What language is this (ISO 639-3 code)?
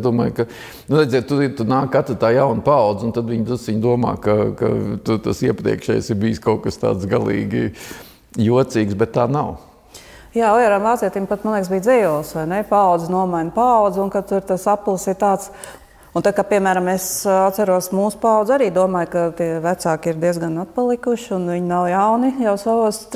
lav